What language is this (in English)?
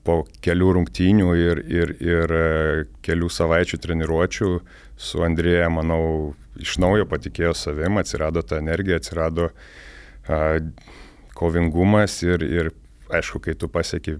Lithuanian